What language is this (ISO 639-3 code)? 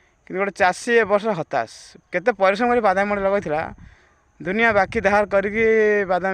ori